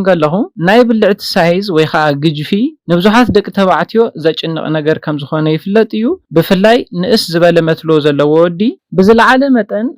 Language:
Tigrinya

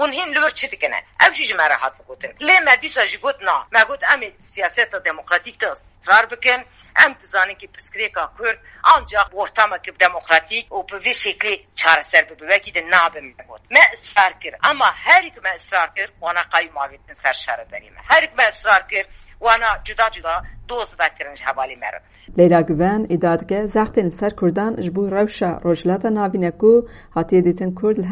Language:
Kurdish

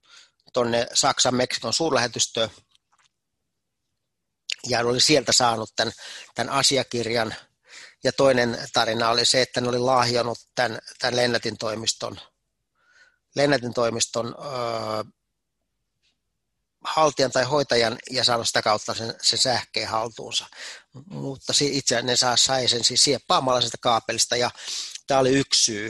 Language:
Finnish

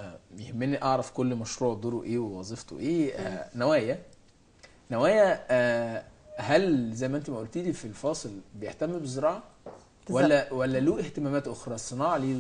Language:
Egyptian Arabic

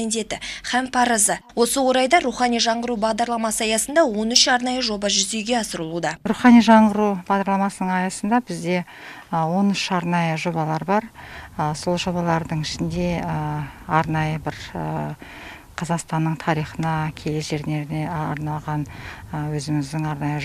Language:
Kazakh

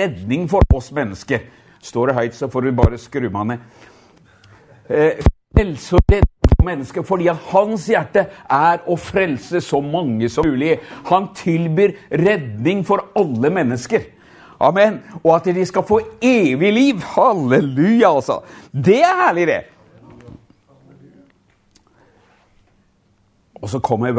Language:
Norwegian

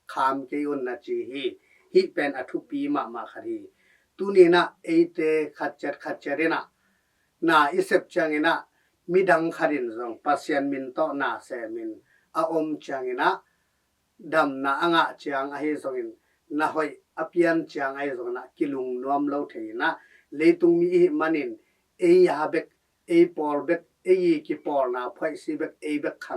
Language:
Tedim Chin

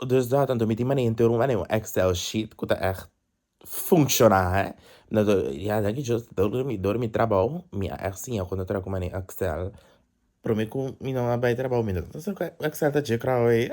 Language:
Papiamento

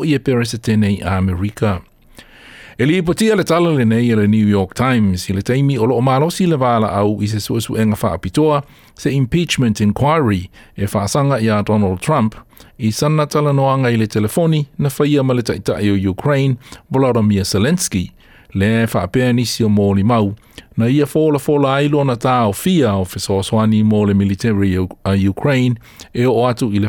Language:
Samoan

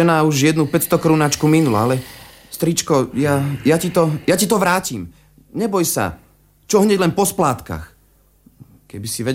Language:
Slovak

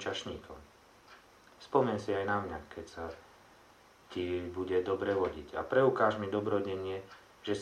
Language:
Slovak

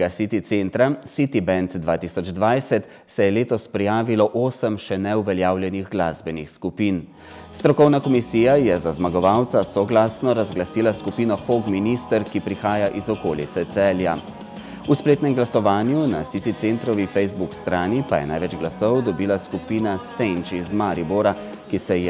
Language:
Slovenian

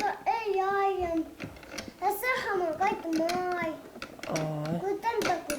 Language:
Bashkir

